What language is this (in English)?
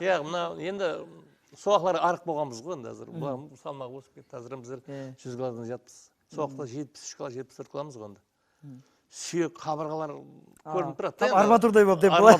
Kara-Kalpak